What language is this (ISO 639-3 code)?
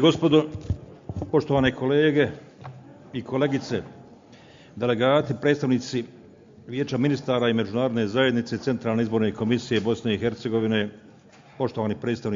bos